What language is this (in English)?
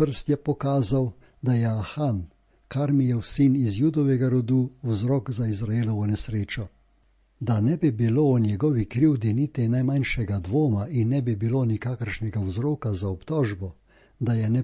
Slovenian